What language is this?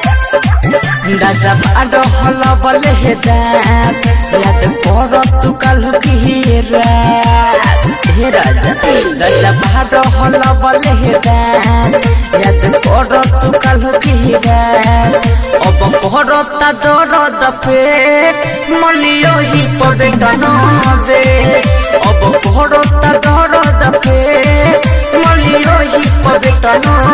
Bhojpuri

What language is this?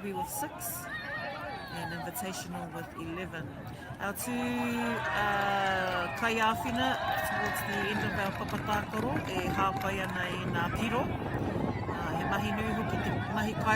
Māori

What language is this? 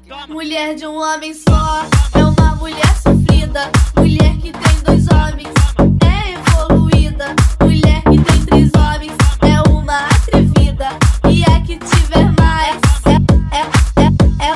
Portuguese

